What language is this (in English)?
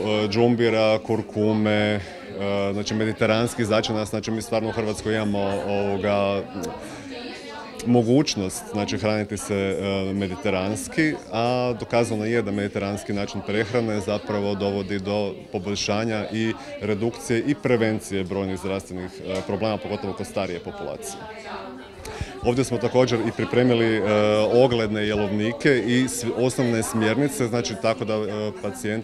Croatian